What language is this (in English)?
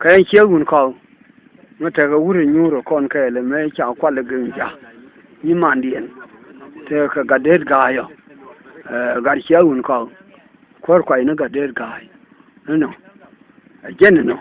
Nuer